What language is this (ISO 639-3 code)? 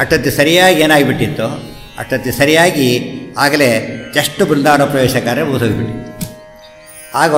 kan